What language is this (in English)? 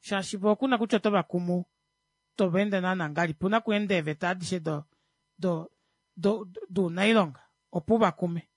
Kuanyama